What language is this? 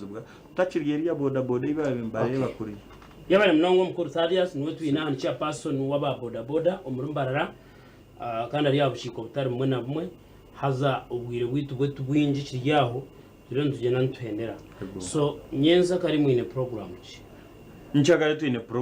Nyankole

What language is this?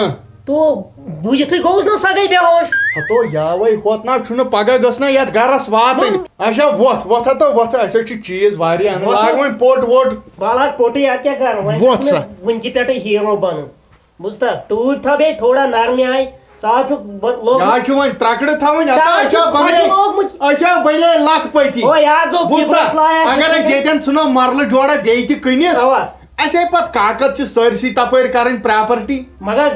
Kashmiri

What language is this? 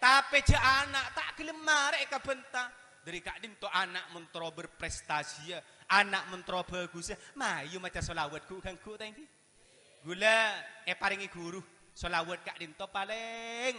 Madurese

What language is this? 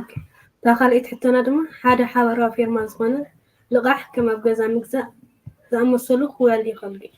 Tigrinya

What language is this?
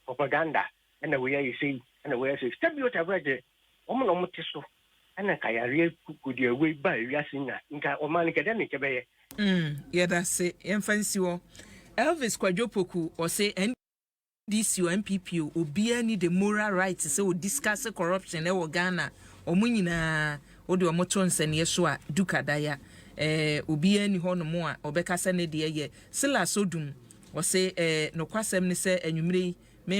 Akan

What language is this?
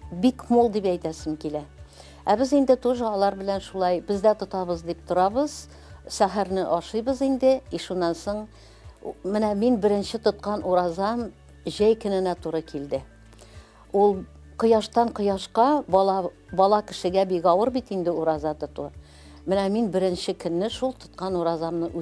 Tatar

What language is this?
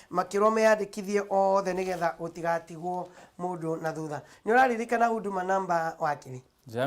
Kikuyu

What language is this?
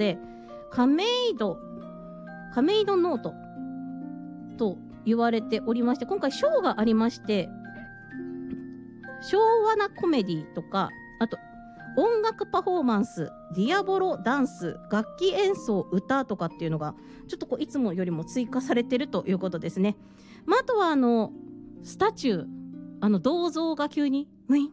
Japanese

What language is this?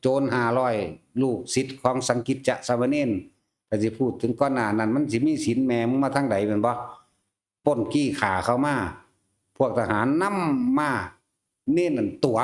Northeastern Thai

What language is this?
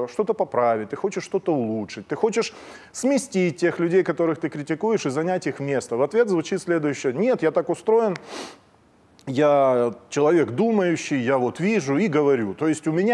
Russian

